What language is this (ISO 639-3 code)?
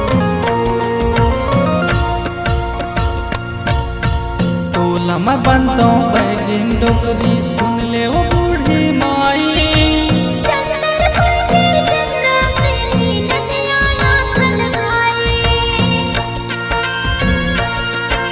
hne